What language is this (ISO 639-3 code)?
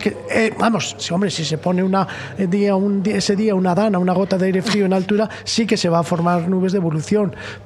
spa